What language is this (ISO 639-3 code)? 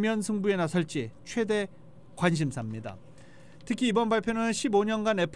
kor